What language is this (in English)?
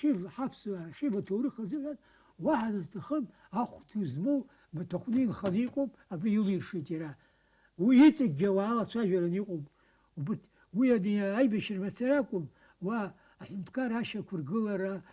Abkhazian